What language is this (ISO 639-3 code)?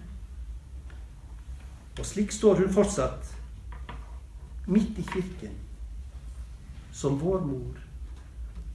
nor